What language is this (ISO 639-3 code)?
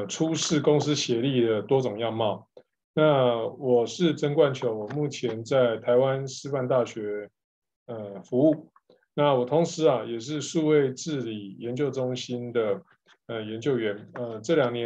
zho